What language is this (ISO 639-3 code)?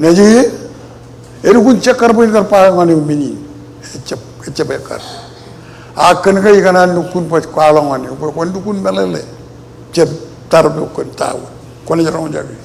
mah